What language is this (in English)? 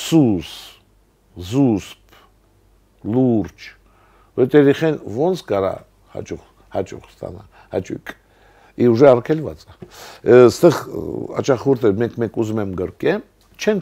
Armenian